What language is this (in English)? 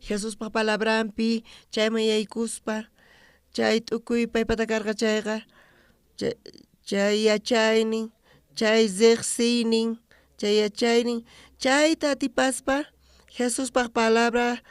South Bolivian Quechua